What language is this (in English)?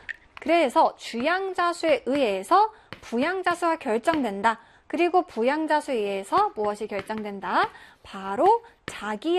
Korean